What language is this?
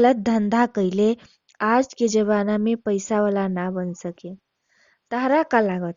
Bhojpuri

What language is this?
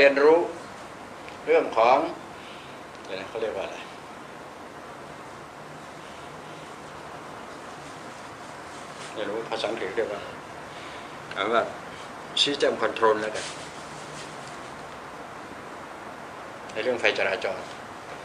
Thai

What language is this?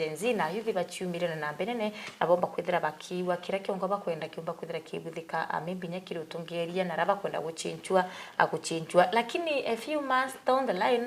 Meru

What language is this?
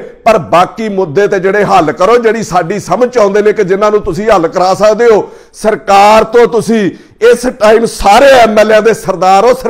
Punjabi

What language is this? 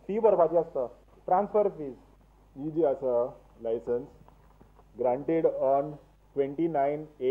Konkani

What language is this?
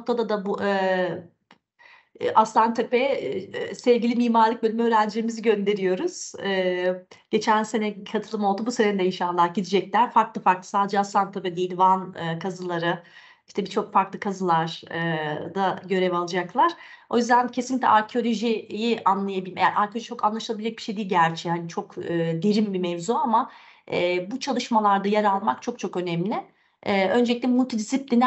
Turkish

